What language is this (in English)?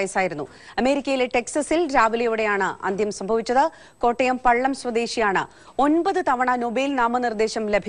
Malayalam